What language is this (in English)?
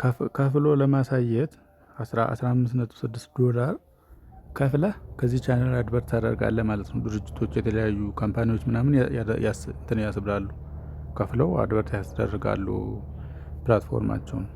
Amharic